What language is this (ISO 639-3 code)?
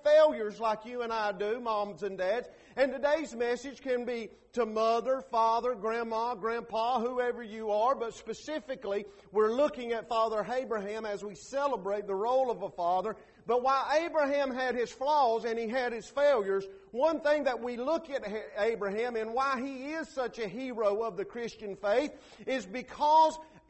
eng